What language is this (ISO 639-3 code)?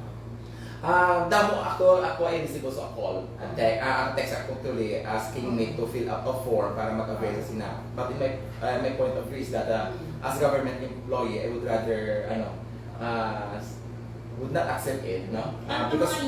hil